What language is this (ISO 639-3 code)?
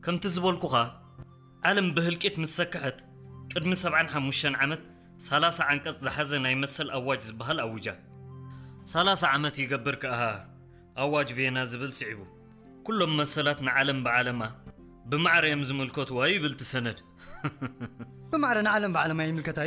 tir